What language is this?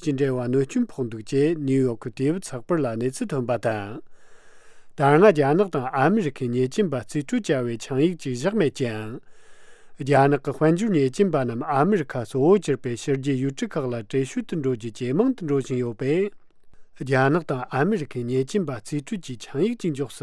Tibetan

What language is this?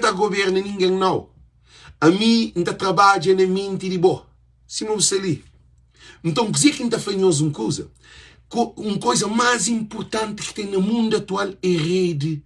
Kabuverdianu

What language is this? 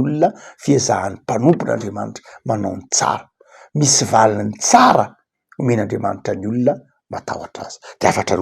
Malagasy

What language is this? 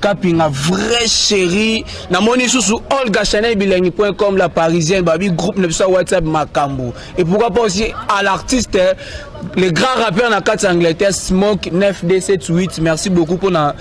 Lingala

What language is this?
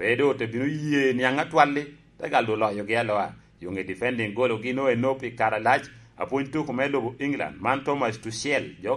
Lango (Uganda)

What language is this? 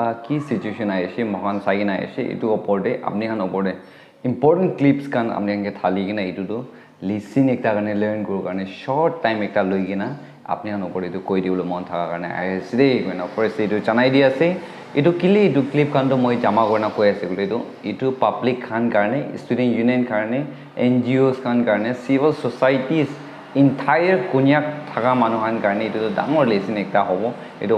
Naga Pidgin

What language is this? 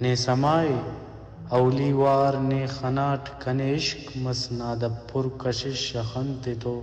Brahui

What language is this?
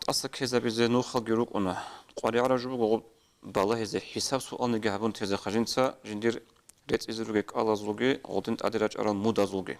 Avaric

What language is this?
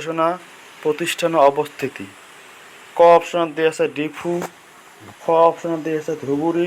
Assamese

